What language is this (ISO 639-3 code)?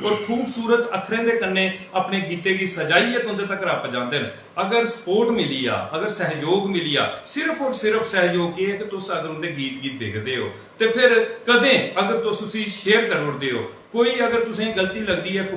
doi